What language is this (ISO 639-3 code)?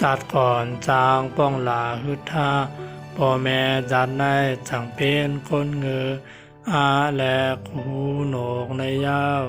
shn